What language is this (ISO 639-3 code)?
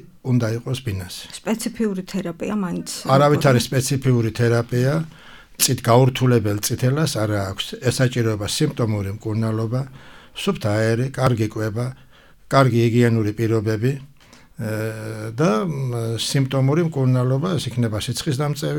kat